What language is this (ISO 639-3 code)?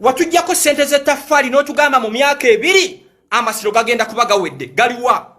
lug